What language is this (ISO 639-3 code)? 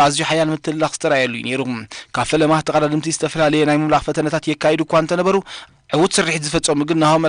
tir